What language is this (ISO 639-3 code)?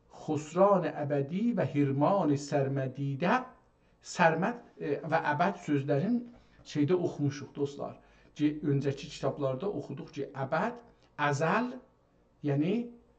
azb